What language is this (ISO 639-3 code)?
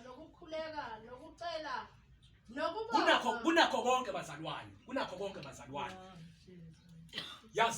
zul